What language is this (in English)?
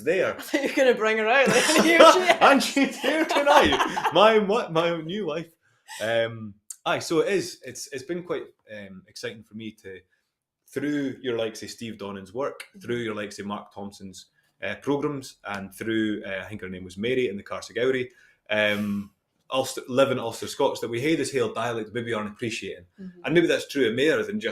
Scots